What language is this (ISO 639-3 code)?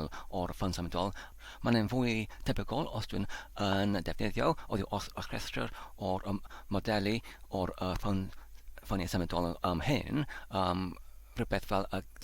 cym